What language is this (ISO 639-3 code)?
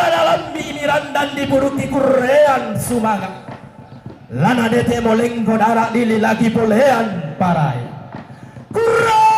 sda